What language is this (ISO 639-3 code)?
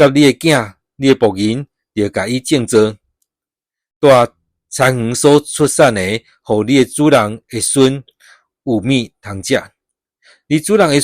nan